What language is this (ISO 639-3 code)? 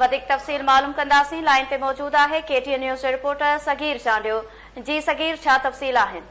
snd